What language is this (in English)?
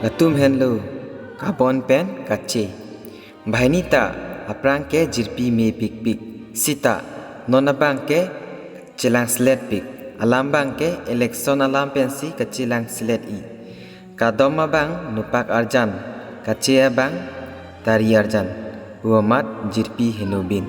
Karbi